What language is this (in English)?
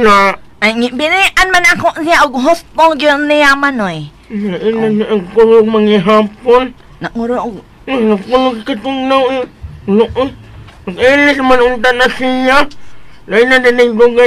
Cebuano